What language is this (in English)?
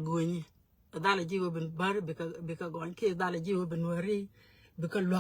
Nuer